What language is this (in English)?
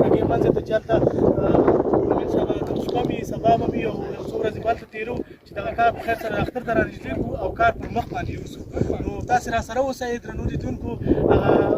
Pashto